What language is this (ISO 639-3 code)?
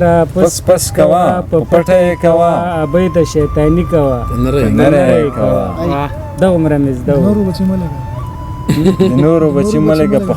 pus